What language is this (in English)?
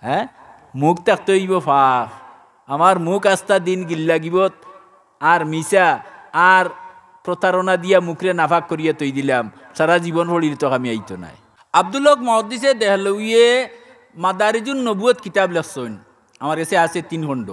Sylheti